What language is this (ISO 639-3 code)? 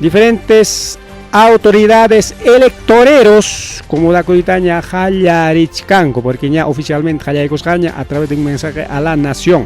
quy